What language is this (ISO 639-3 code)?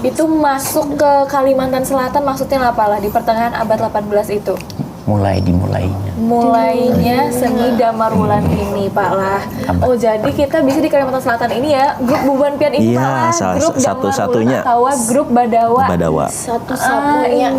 bjn